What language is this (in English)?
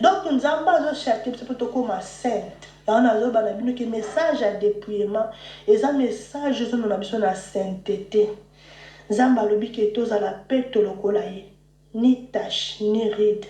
Lingala